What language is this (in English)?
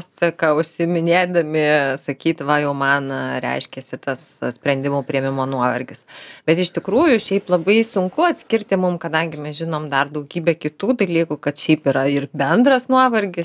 Lithuanian